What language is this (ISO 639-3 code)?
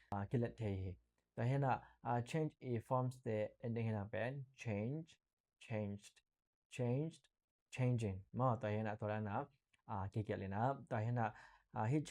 ctd